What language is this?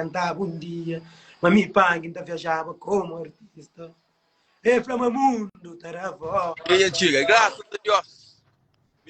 Kabuverdianu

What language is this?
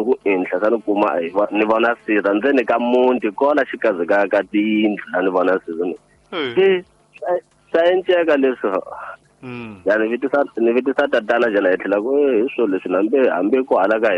Tsonga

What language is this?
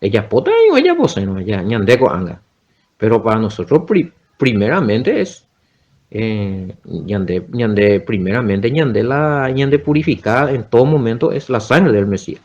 Guarani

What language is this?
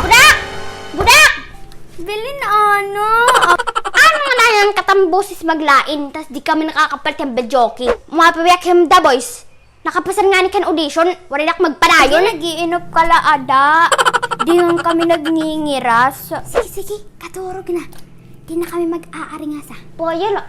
Waray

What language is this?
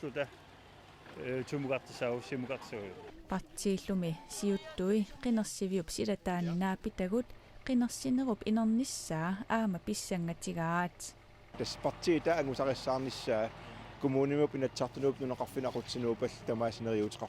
Kalaallisut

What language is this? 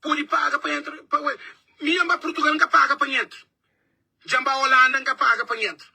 Kabuverdianu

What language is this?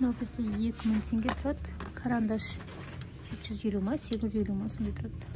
Kazakh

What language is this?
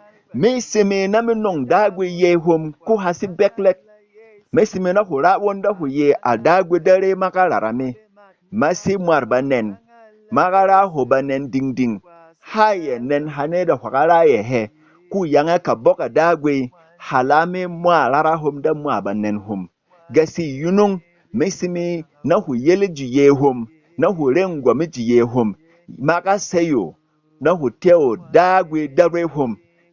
Berom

